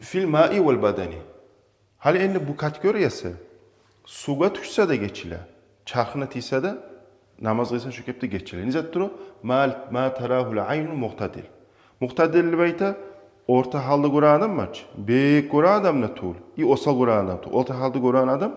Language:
Kumyk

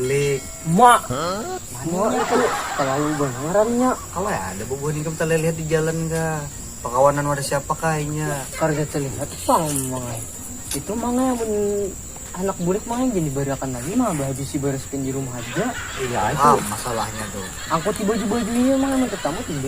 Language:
Banjar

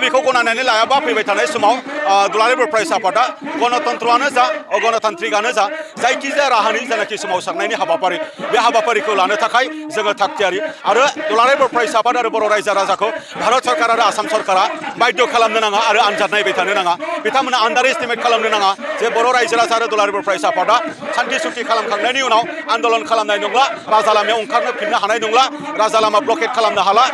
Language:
Bodo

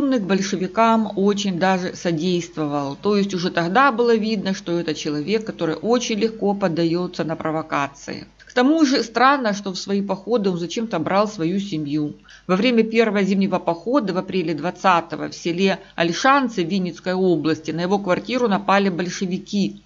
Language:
Russian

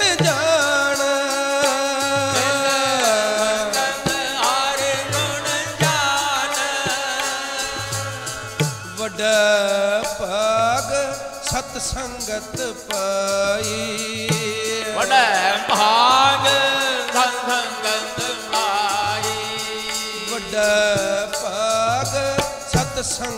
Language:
Punjabi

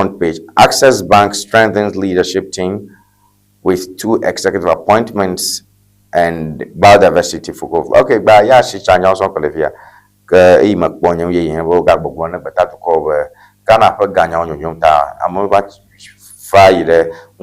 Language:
Ewe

